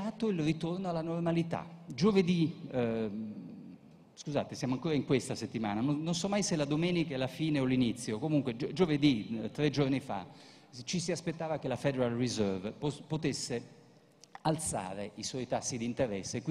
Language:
Italian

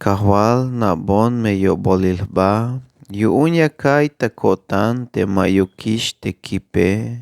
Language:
Tzeltal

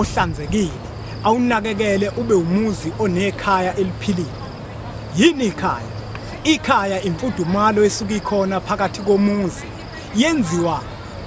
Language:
Zulu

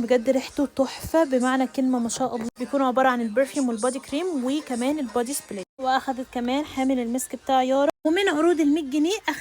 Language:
Egyptian Arabic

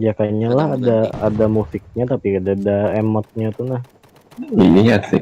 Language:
Banjar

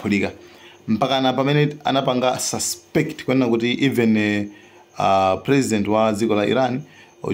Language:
Nyanja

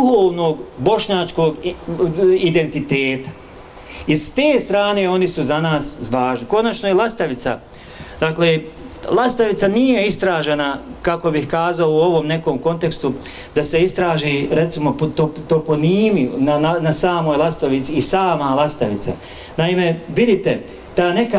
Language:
Bosnian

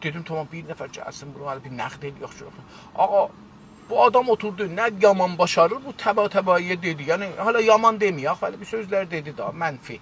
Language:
South Azerbaijani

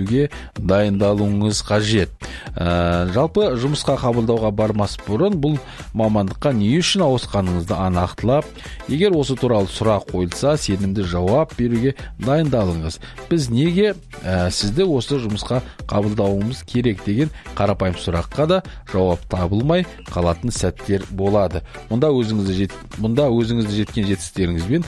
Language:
Kazakh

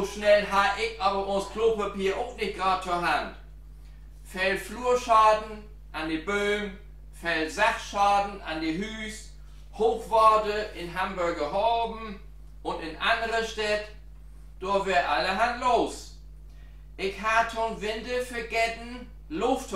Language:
Low German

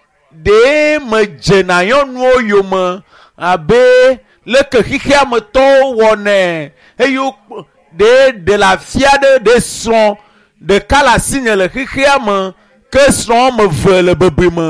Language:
Ewe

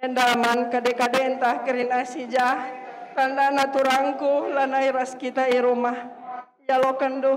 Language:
Batak Karo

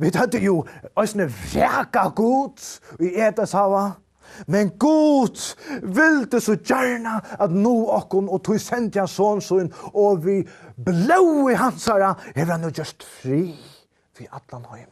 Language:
Faroese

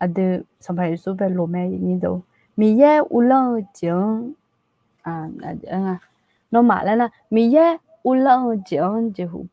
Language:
Akha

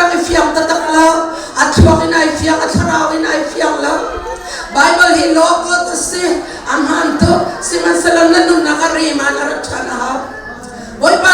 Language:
Hakha Chin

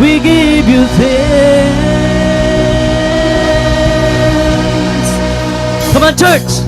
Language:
Waray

